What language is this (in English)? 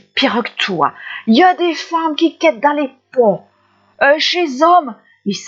Picard